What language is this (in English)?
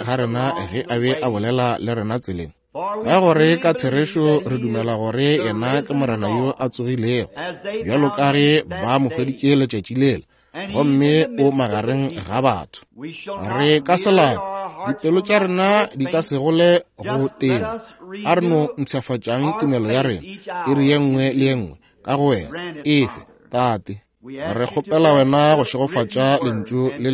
Northern Sotho